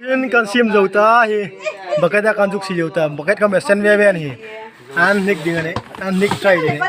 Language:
Hmar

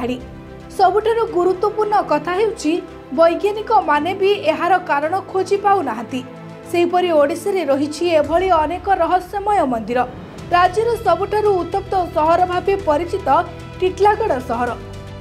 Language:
Odia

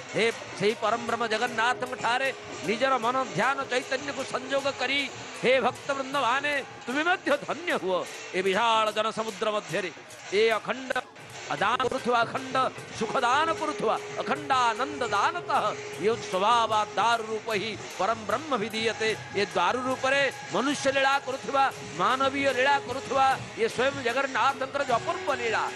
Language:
Odia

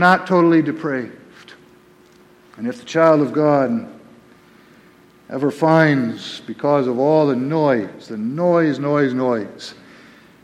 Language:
English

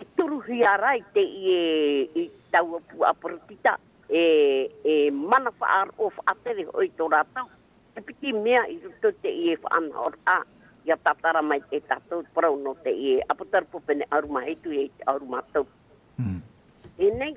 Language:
Tahitian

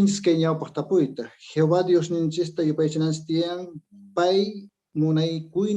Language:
Quechua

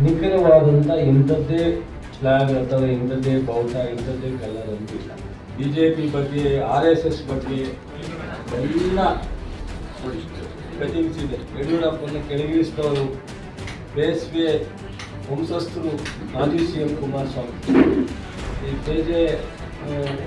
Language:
Kannada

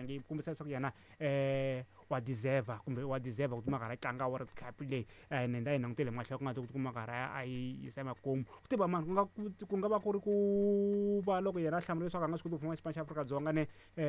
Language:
Tsonga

